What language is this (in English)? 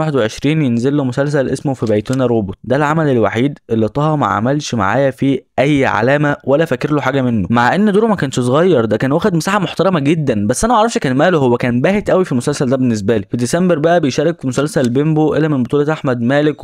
Egyptian Arabic